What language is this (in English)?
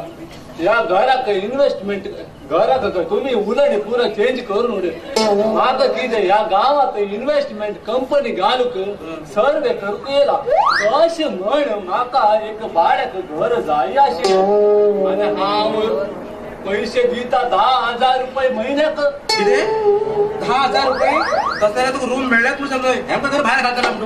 Konkani